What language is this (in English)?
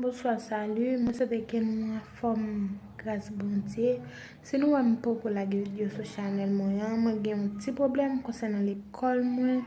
Haitian Creole